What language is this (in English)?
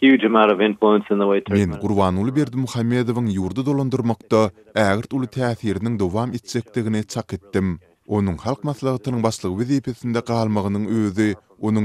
Turkmen